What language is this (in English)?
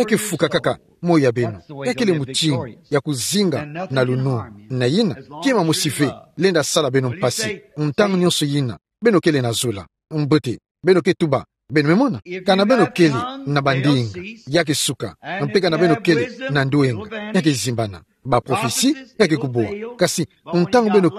Kituba (Democratic Republic of Congo)